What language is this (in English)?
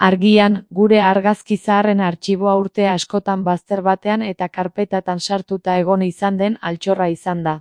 Basque